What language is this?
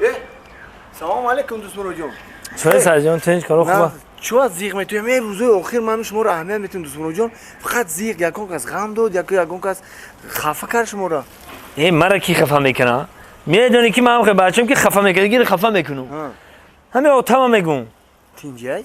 Tajik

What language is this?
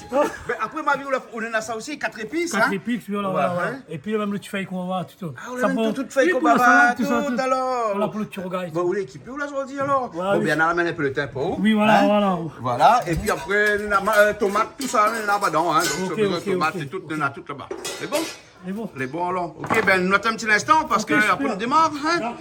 Réunion Creole French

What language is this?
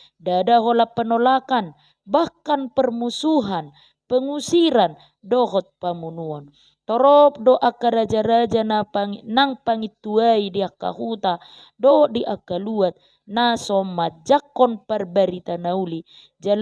Batak Toba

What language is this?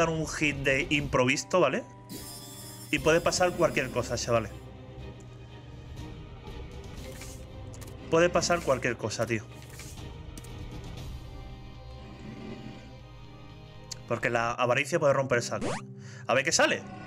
Spanish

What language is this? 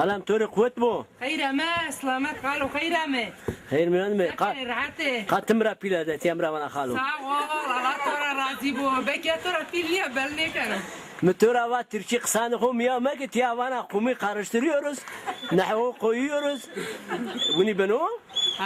Zaza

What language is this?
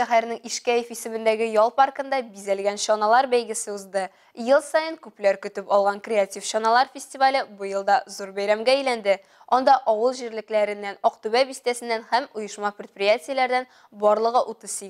Tatar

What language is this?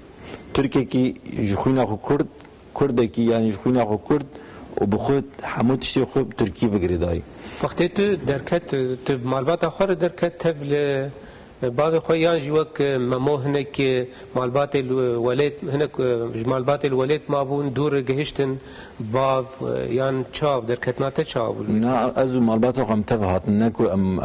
Kurdish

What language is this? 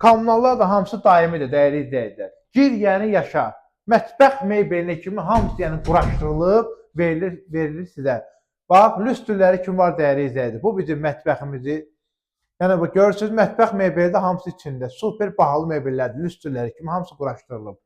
Azerbaijani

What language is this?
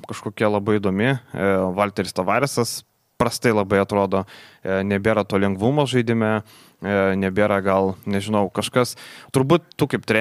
Lithuanian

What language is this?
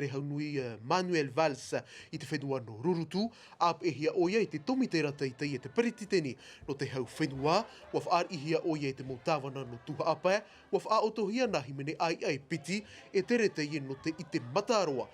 Tahitian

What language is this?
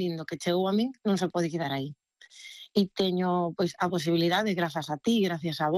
Galician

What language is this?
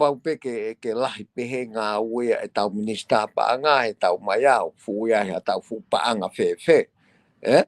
Tongan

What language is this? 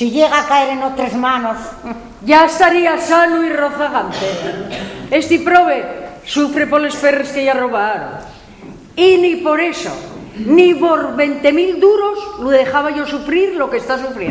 Asturian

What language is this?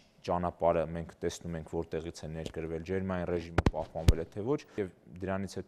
Armenian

